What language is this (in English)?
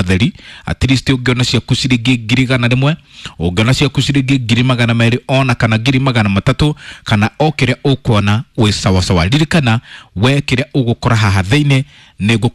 Kikuyu